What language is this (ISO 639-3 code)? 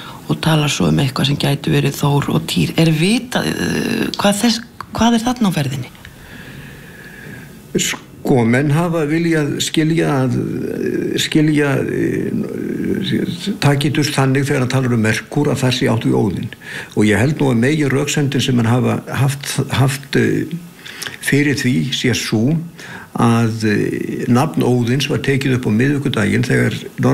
isl